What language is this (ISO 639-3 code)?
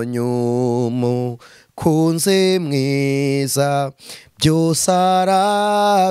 kin